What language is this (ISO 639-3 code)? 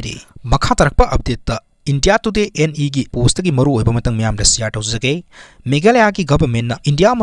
mni